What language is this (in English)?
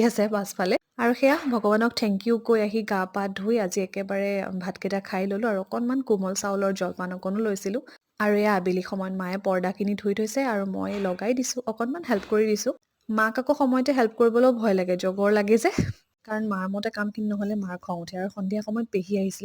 Assamese